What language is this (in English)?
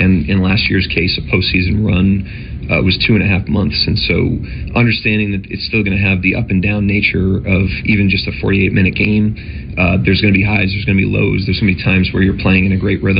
English